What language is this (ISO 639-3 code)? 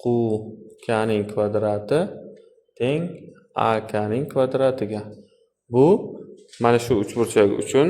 uzb